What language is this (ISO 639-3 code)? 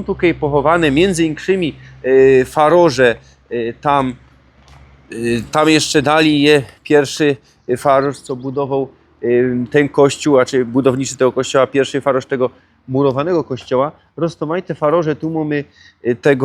szl